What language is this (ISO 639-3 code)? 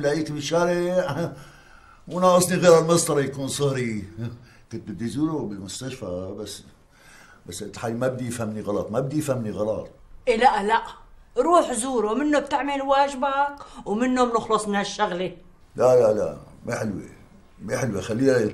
apc